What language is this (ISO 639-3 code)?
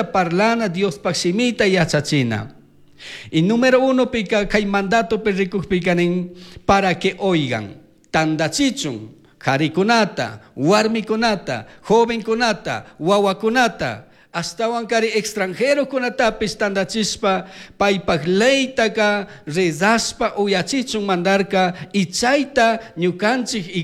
qug